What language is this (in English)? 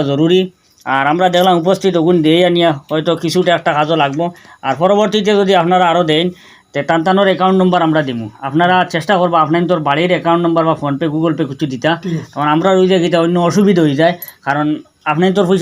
Sylheti